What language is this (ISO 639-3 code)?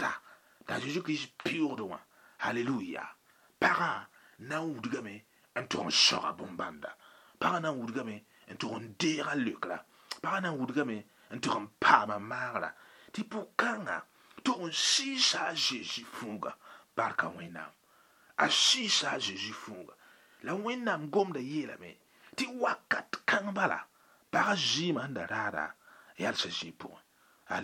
mos